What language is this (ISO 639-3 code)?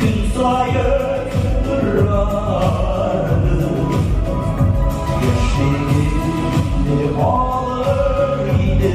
tat